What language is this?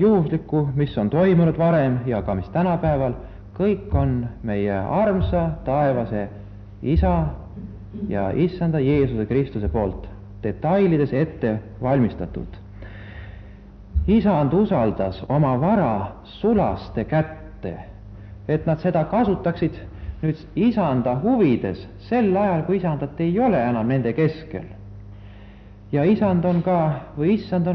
Estonian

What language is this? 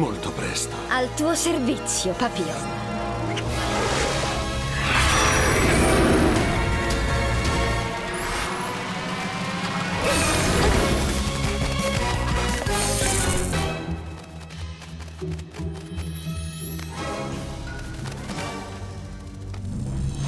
Italian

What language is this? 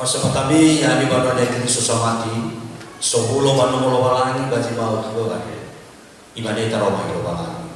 Nias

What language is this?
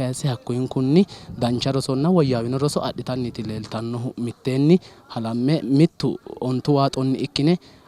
Sidamo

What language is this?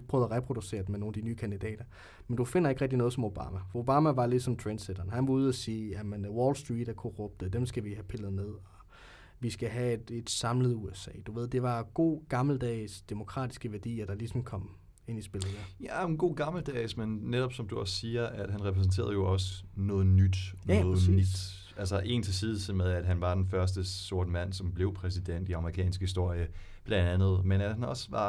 Danish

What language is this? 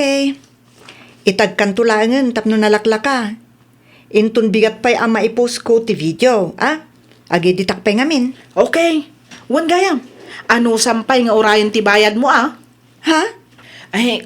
Iloko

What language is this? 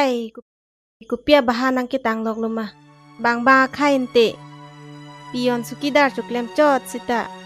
Karbi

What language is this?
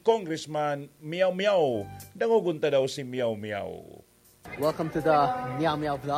Bikol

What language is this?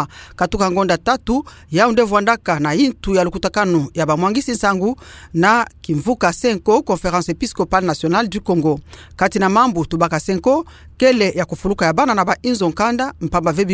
Kituba (Democratic Republic of Congo)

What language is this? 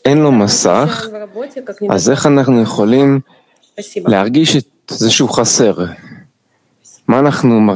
Hebrew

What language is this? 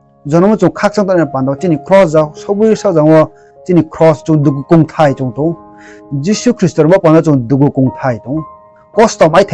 Riang (India)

